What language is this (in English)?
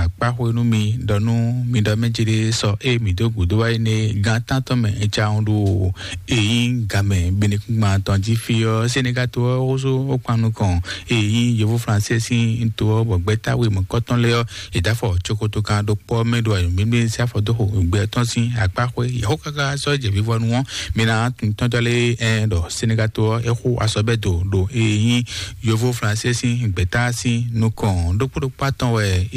Fon